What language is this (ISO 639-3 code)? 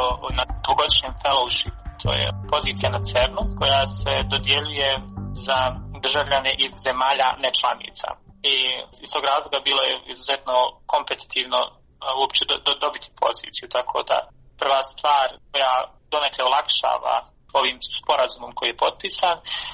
hrv